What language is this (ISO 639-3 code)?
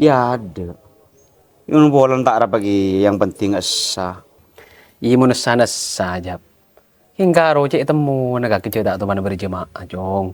mad